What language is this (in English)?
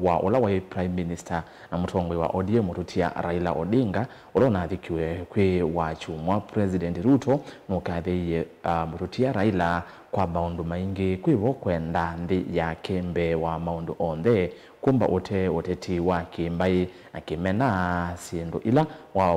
Kamba